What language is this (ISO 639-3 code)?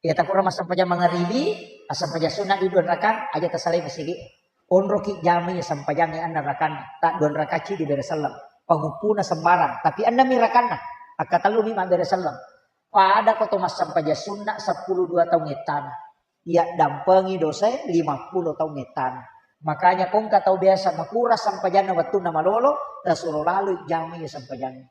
bug